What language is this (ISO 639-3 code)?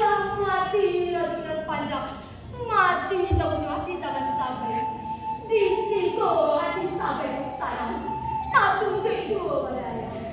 min